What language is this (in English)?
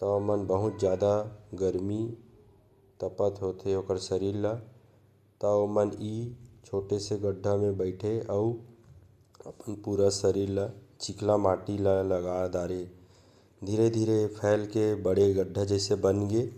Chhattisgarhi